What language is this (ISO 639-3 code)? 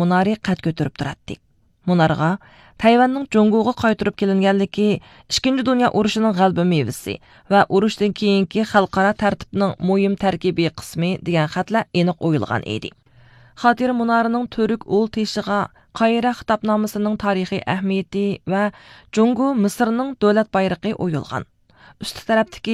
uig